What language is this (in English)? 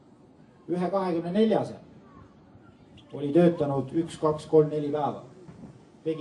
Estonian